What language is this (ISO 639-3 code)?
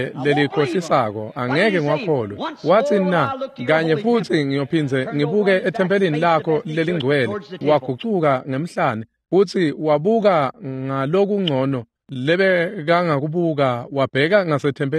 ssw